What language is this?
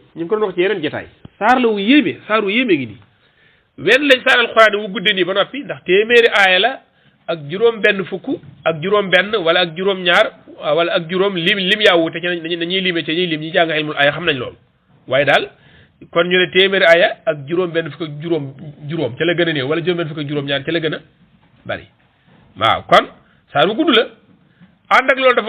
Wolof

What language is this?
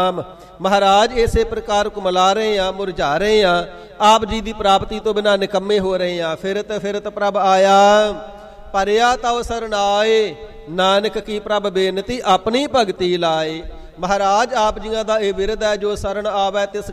Punjabi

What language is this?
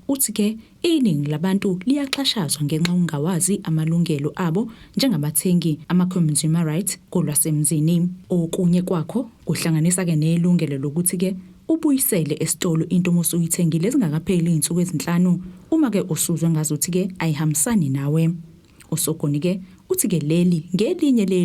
Zulu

